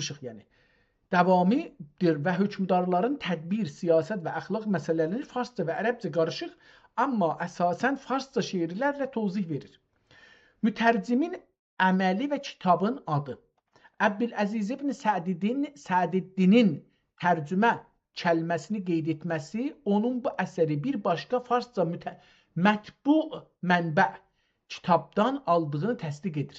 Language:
South Azerbaijani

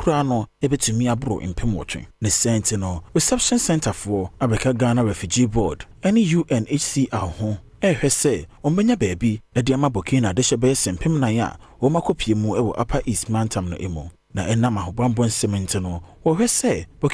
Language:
Akan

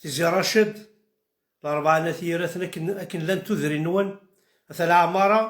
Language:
Kabyle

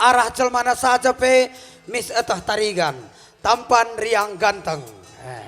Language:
Batak Karo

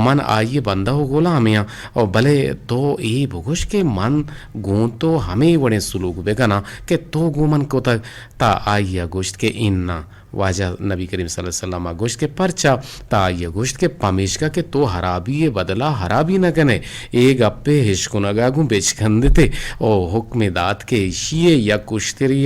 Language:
Eastern Balochi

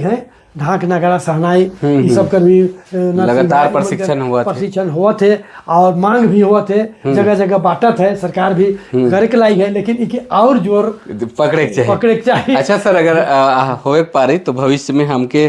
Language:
Sadri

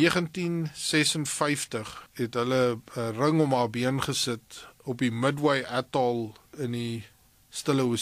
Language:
Afrikaans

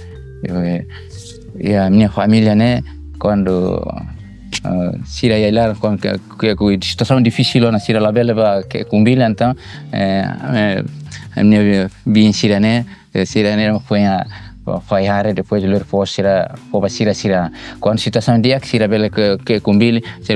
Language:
Tetum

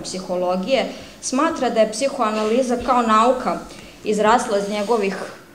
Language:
Serbian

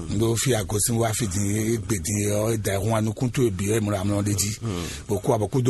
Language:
Fon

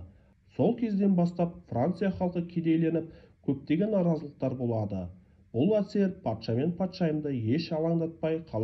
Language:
Kazakh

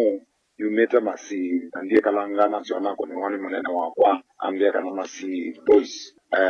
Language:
Kamba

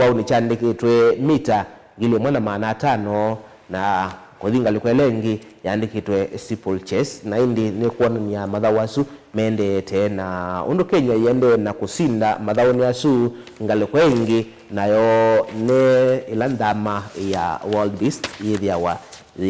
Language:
Kamba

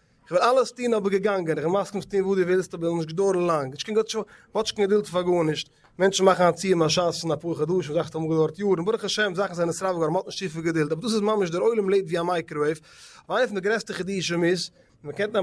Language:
Yiddish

